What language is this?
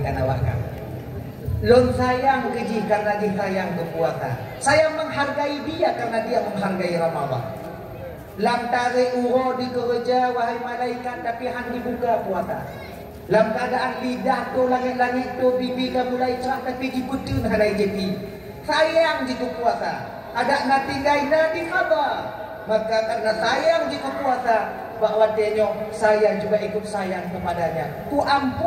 Achinese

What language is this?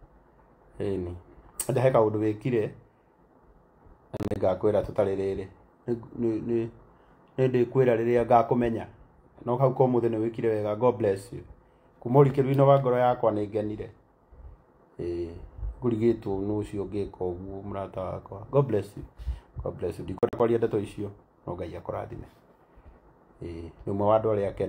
Kikuyu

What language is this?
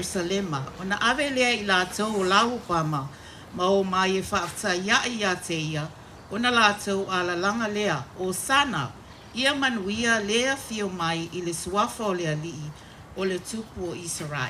Samoan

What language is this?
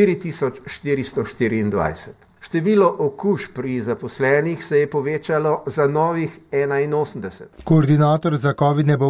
Slovenian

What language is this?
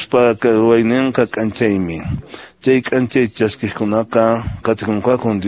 Quechua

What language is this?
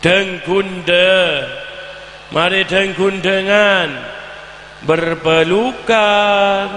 Madurese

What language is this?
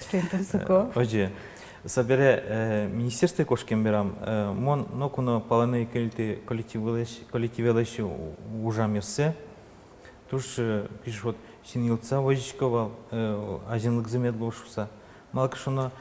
Udmurt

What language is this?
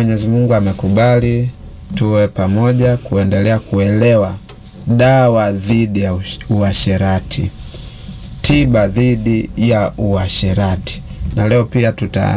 Swahili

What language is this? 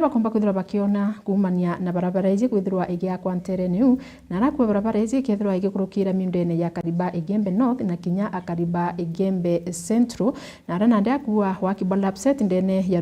Meru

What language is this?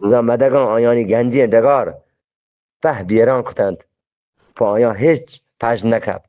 Eastern Balochi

